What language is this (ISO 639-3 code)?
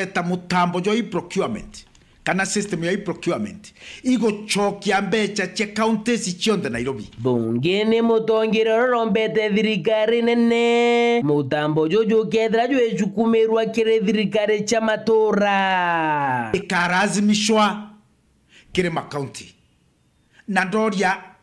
mer